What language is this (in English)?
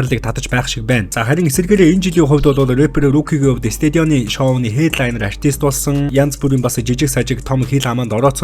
Mongolian